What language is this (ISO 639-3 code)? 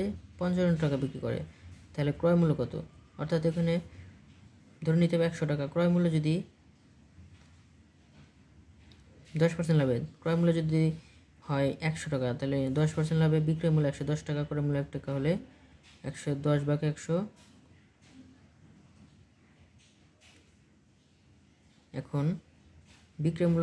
ben